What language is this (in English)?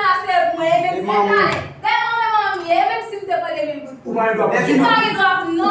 Haitian Creole